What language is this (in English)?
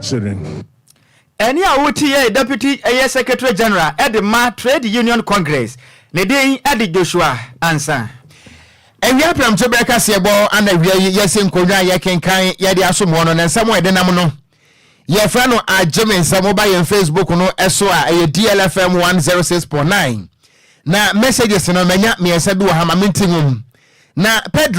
Akan